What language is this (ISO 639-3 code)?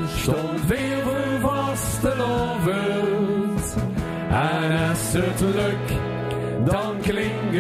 lim